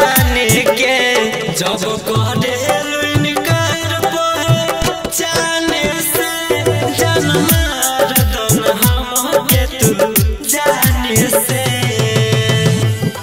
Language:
Bhojpuri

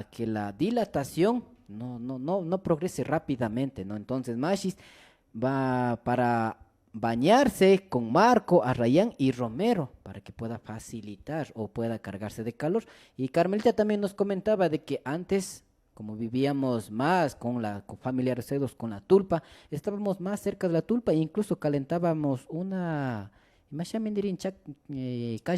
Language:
Imbabura Highland Quichua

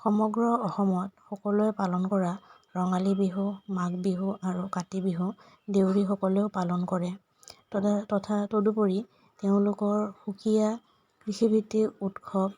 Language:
Assamese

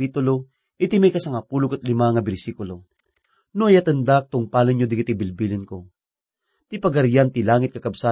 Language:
Iloko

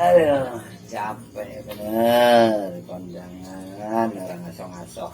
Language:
Betawi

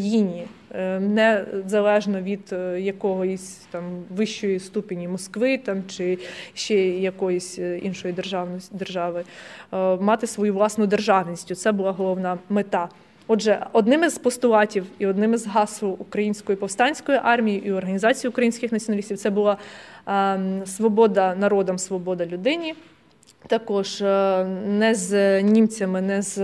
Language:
Ukrainian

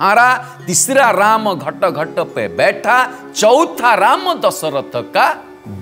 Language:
Odia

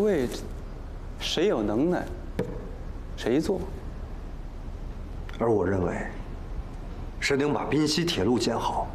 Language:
Chinese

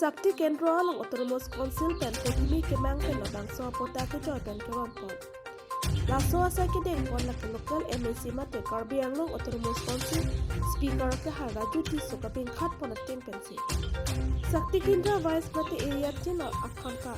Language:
Karbi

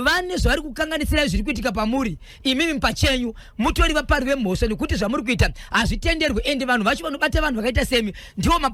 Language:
Shona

